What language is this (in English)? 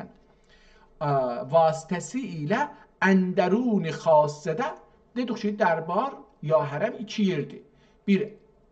South Azerbaijani